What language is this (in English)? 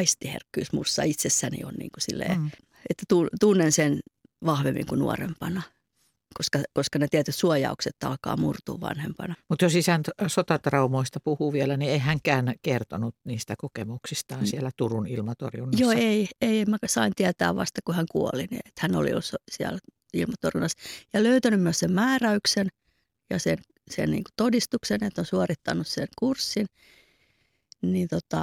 Finnish